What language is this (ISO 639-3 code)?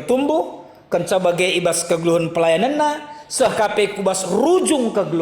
btx